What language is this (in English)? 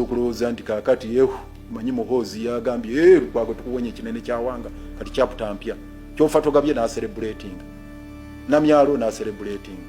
Ganda